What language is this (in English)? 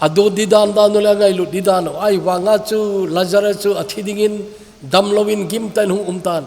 Thado Chin